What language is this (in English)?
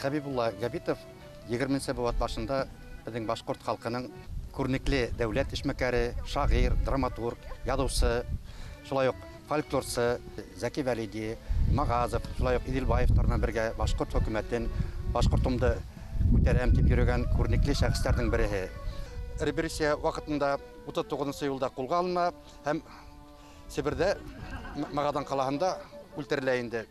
Bashkir